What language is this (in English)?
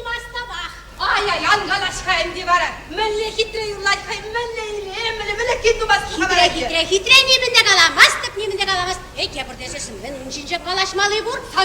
Chuvash